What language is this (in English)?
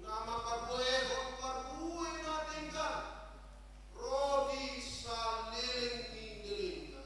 Batak Toba